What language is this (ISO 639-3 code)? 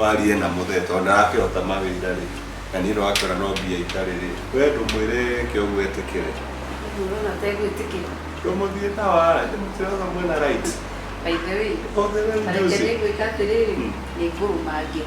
kik